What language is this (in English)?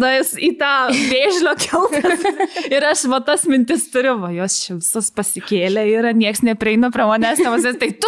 Lithuanian